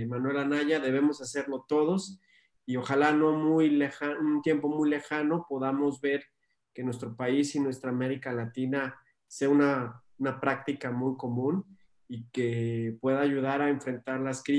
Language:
Spanish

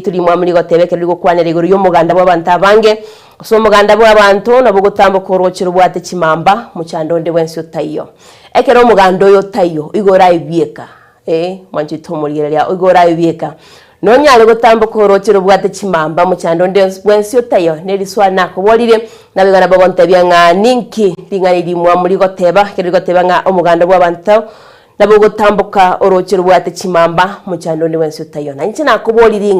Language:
Gusii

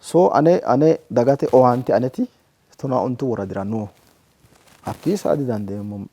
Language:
Sidamo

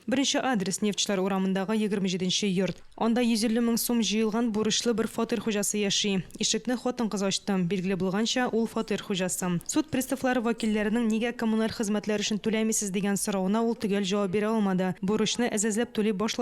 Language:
Tatar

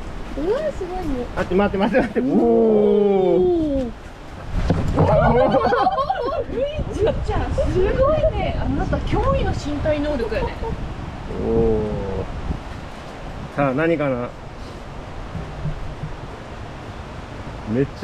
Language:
Japanese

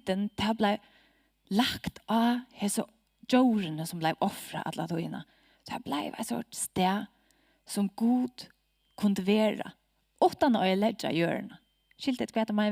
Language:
Faroese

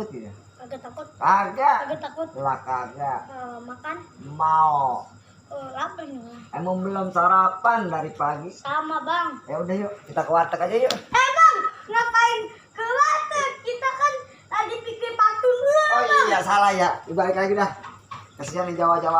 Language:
Betawi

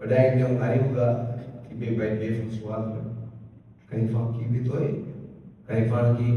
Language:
Divehi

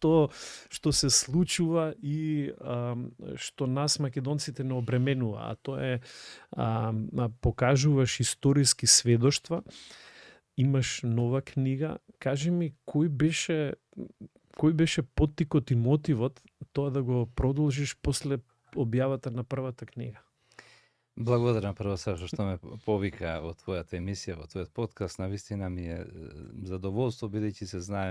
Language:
Macedonian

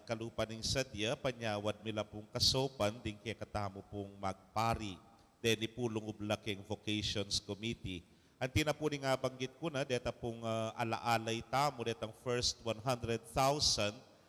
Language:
Pampanga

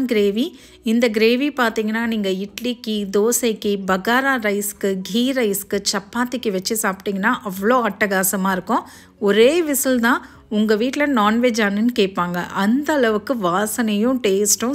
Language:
Tamil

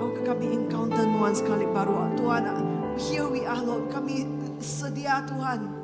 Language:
Iban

